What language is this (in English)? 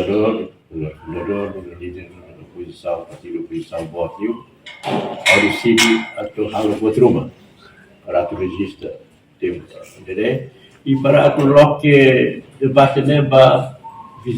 Tetum